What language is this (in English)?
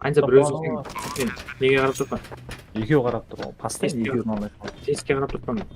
Kara-Kalpak